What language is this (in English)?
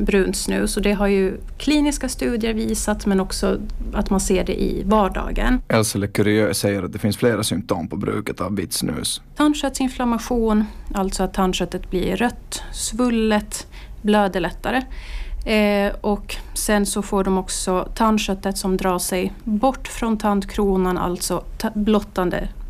Swedish